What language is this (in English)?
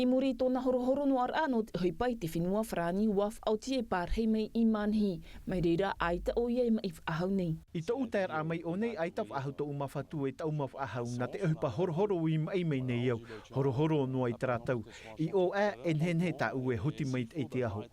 Tahitian